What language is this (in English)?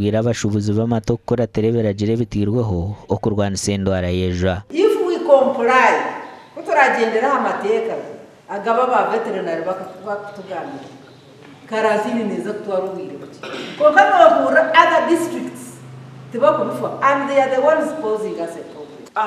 Nyankole